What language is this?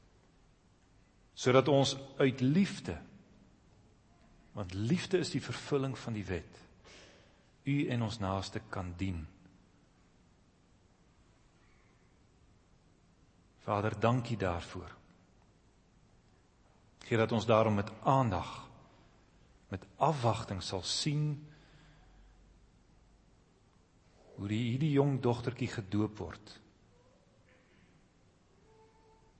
Afrikaans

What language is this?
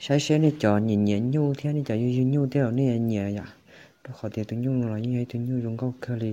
Hmong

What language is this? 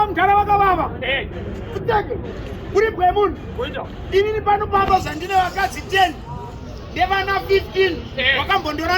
Shona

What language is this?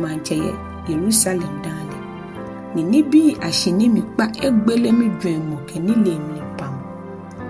Ga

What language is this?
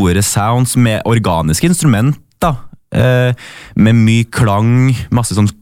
Norwegian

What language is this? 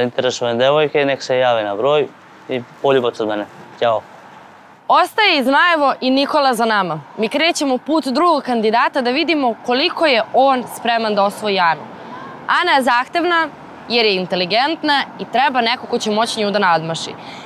Serbian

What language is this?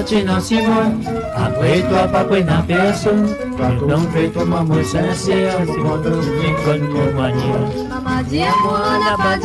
Morisyen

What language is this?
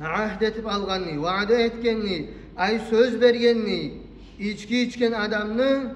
Kumyk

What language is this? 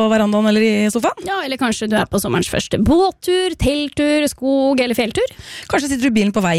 Norwegian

